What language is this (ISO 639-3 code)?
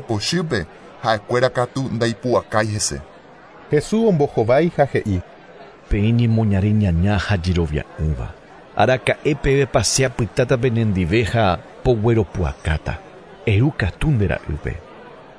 grn